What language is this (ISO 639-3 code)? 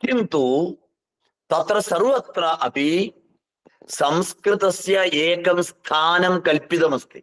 san